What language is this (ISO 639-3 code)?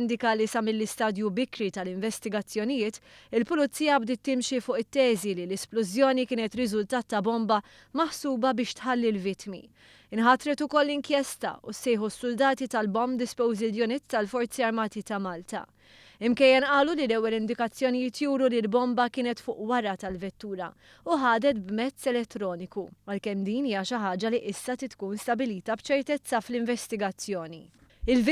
mlt